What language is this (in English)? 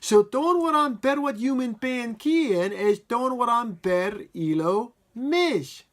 Marshallese